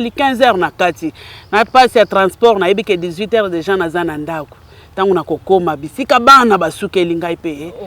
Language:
Lingala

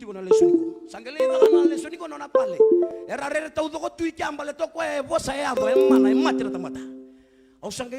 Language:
Fijian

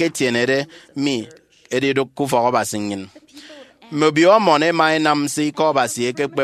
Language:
Efik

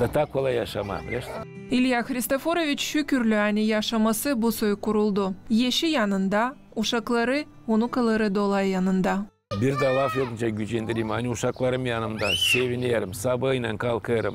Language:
Gagauz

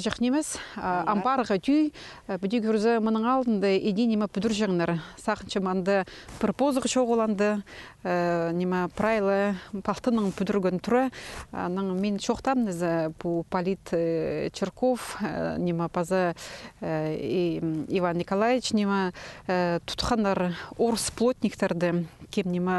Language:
Khakas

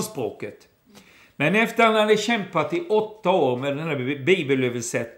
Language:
Swedish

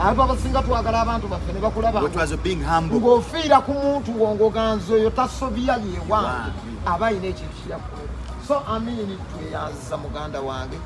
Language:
Ganda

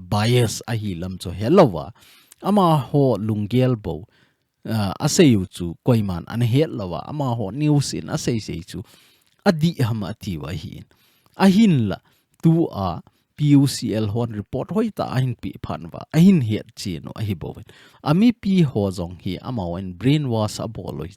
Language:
Thado Chin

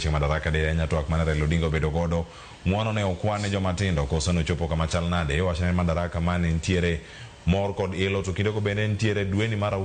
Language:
Luo (Kenya and Tanzania)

